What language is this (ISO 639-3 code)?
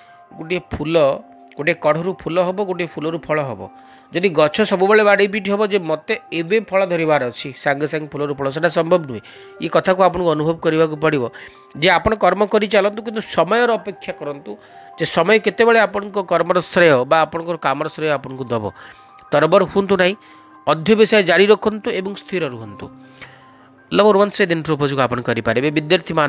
ori